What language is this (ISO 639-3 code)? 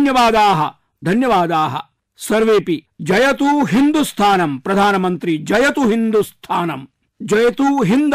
san